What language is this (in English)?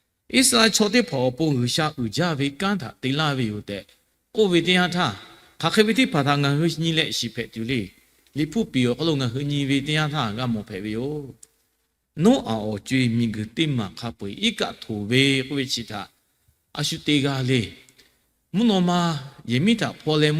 Lahu